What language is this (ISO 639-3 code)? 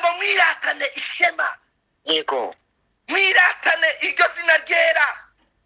kin